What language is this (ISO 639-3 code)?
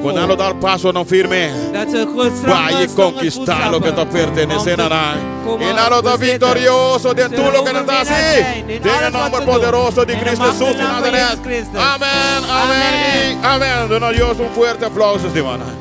pap